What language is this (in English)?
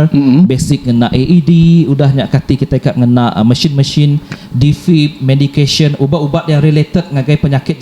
Iban